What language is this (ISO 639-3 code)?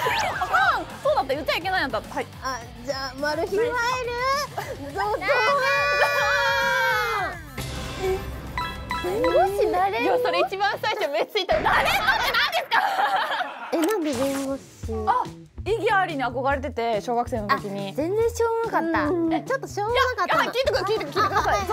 jpn